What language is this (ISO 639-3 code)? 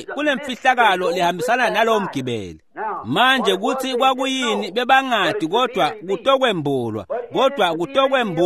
ssw